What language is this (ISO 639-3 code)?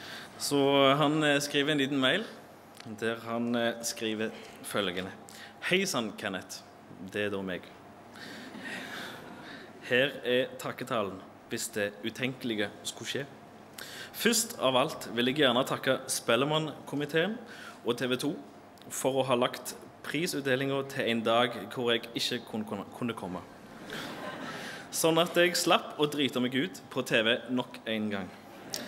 nor